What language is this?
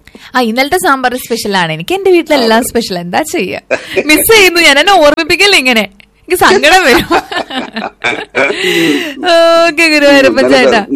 Malayalam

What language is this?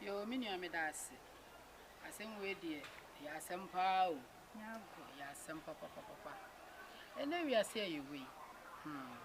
Akan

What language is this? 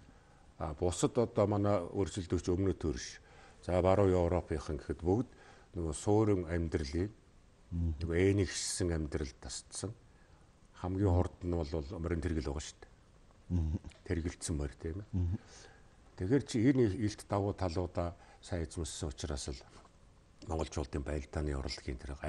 Mongolian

